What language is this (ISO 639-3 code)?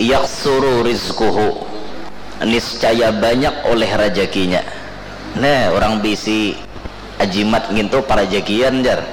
bjn